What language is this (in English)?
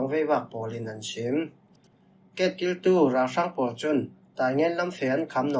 Falam Chin